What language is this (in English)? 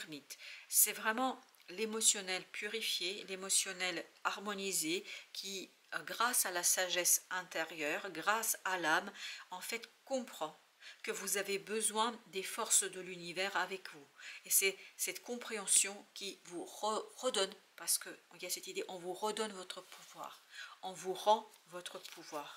French